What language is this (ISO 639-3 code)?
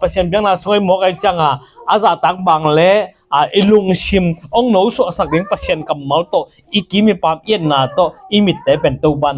ctd